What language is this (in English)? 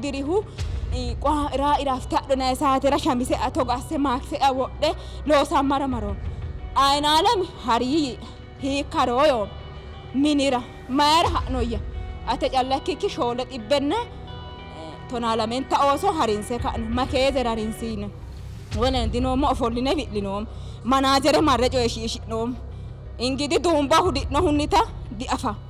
Sidamo